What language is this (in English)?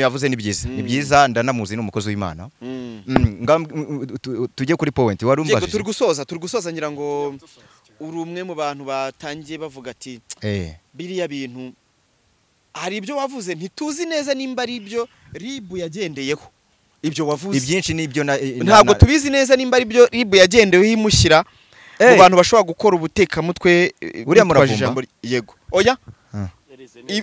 Kinyarwanda